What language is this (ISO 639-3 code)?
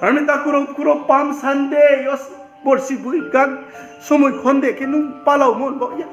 ria